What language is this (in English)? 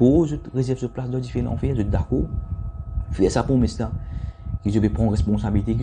Morisyen